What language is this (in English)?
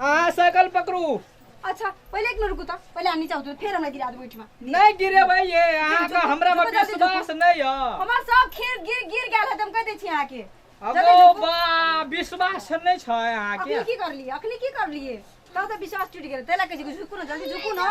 Maithili